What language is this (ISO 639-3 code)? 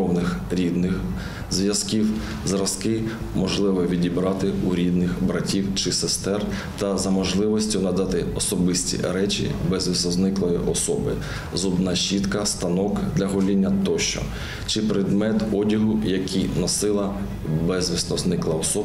ukr